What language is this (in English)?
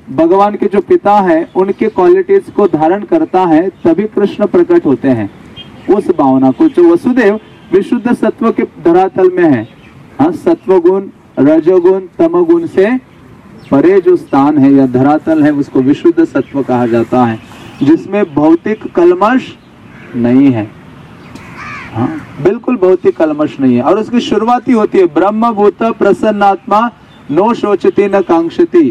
Hindi